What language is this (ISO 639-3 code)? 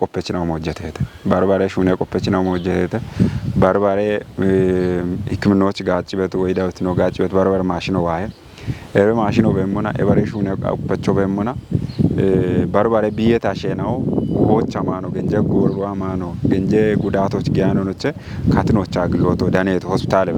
kbr